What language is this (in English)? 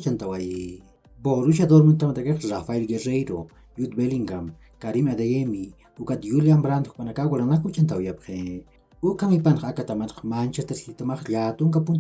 Aymara